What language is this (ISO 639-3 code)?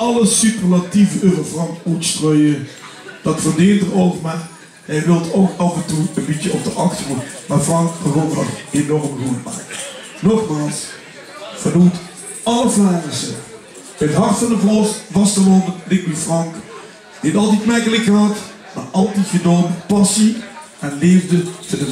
lim